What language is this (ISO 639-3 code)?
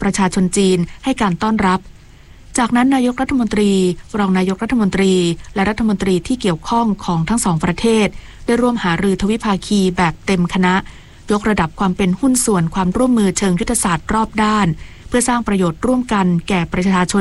tha